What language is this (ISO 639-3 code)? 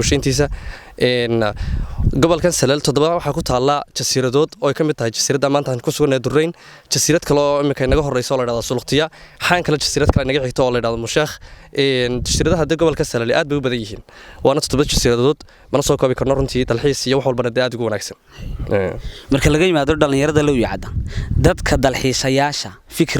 som